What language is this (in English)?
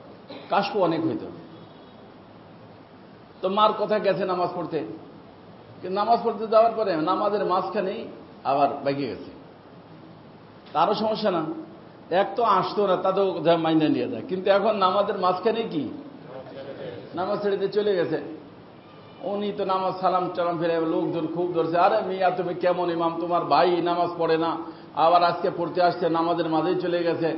Bangla